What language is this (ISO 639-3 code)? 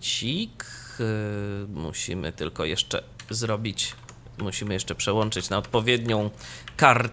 pol